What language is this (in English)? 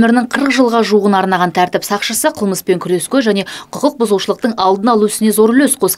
Kazakh